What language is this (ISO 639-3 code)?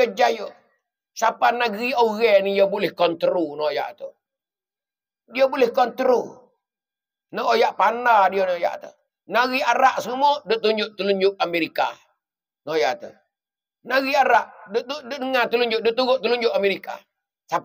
mfa